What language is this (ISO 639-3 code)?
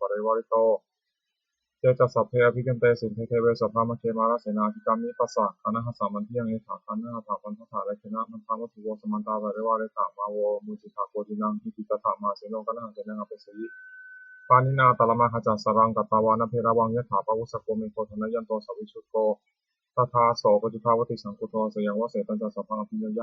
pli